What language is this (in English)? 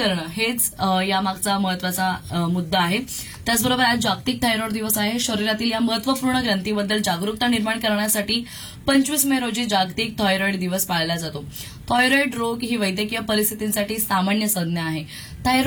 Marathi